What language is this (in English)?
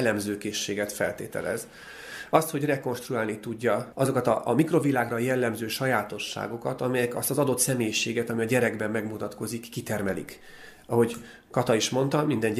Hungarian